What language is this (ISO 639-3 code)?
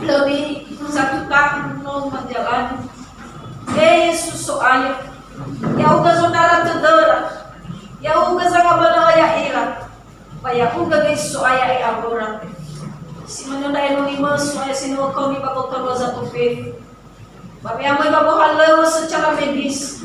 nia